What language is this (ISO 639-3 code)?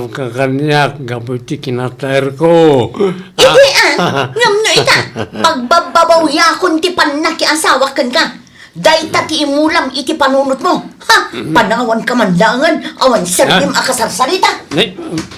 ilo